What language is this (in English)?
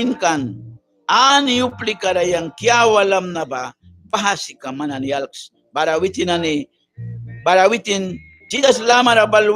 Mískito